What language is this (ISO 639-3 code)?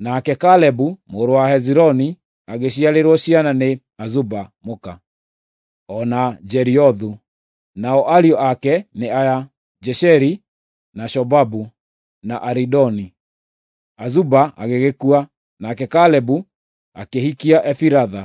kik